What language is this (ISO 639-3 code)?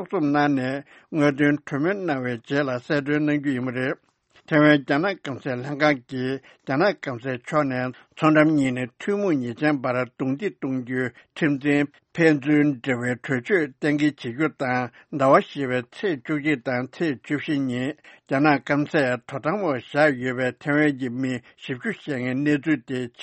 bod